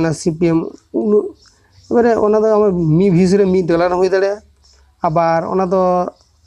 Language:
Santali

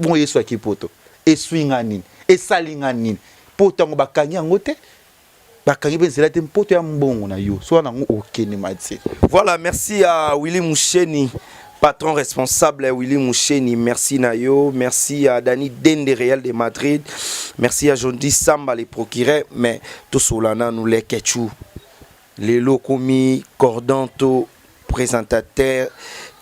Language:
Lingala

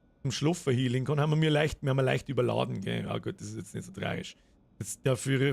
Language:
Bavarian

